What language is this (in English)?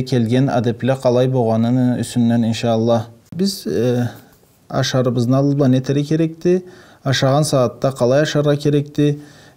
Karachay-Balkar